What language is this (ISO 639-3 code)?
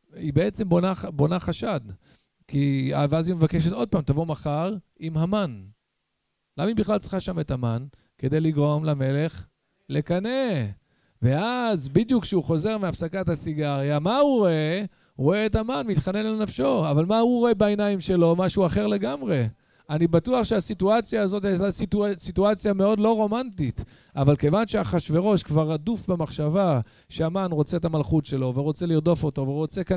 heb